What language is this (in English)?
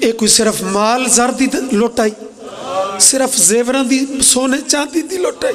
Pahari-Potwari